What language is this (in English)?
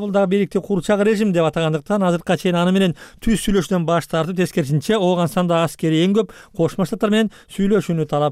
Kyrgyz